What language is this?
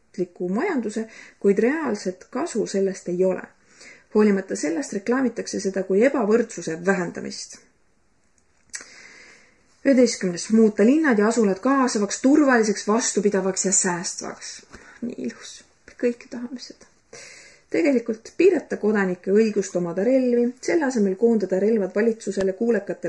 Estonian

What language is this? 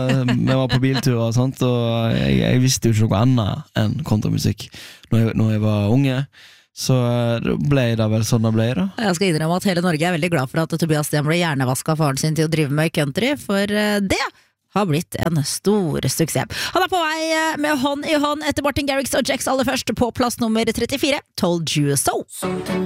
Norwegian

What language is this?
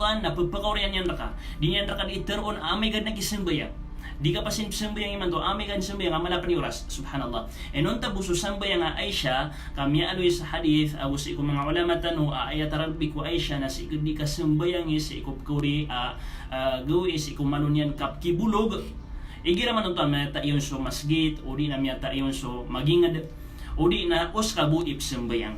Maranao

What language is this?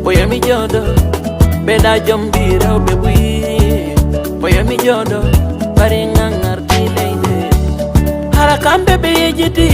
Fula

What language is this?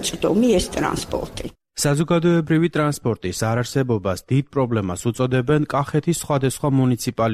Georgian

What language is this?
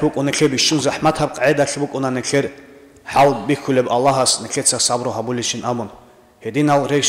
Avaric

